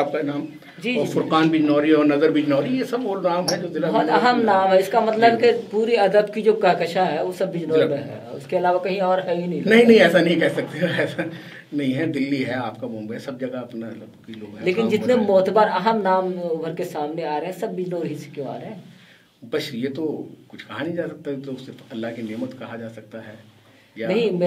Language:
Urdu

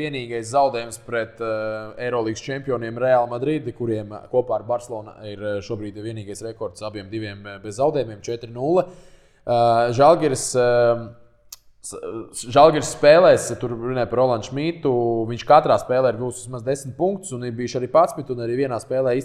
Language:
Latvian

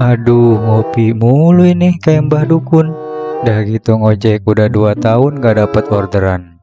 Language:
Betawi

